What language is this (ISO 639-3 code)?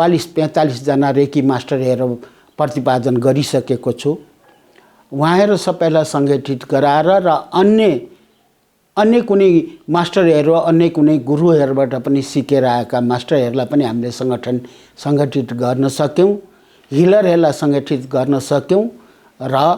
nep